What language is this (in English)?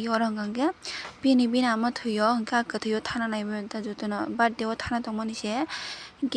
Kok Borok